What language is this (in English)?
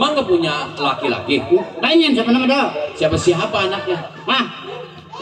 Betawi